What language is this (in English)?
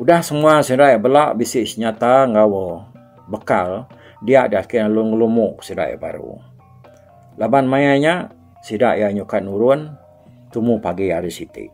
Iban